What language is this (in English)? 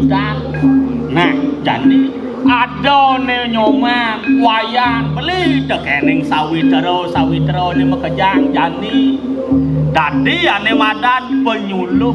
Balinese